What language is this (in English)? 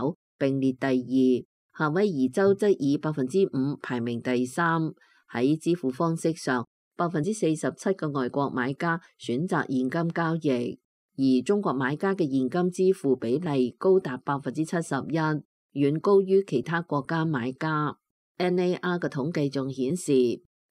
Cantonese